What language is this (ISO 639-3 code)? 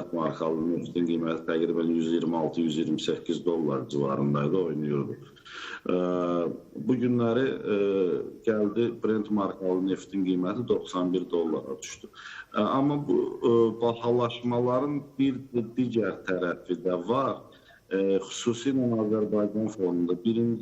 aze